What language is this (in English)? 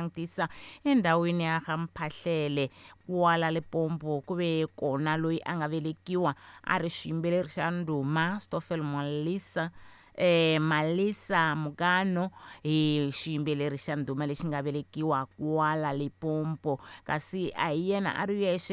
Tsonga